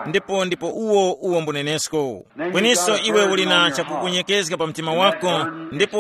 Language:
Tumbuka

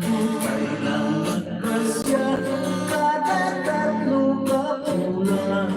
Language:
Hiligaynon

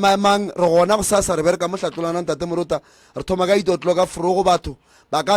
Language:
Northern Sotho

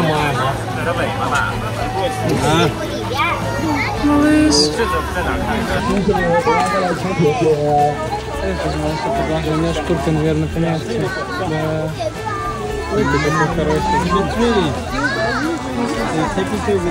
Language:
Russian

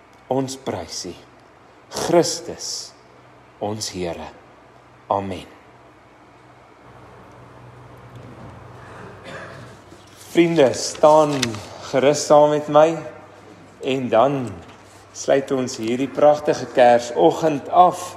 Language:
Afrikaans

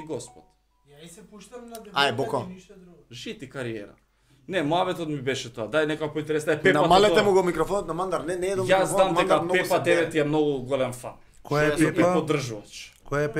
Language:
Macedonian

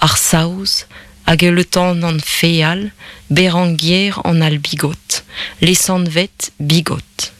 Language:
Breton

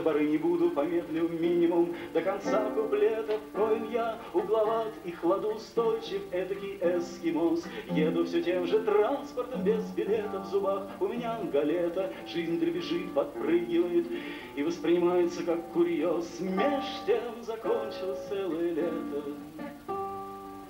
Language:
Russian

